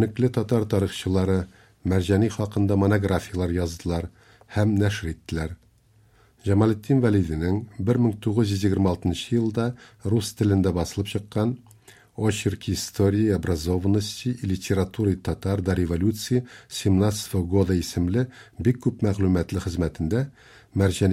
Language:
Tatar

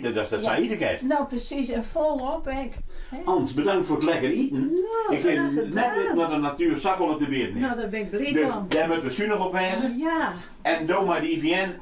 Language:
Western Frisian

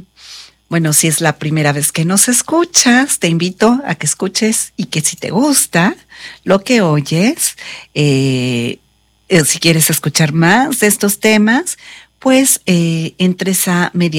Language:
Spanish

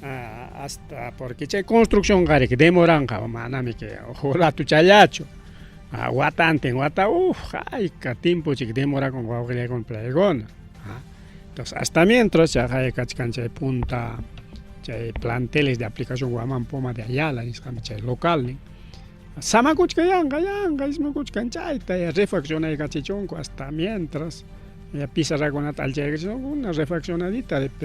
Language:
Ayacucho Quechua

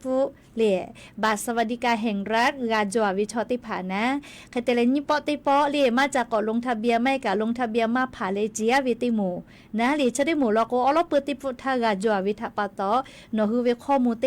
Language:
Lahu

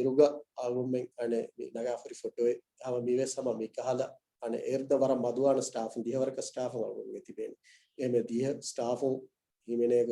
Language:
Divehi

